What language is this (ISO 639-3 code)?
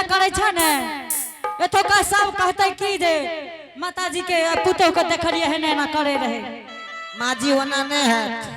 anp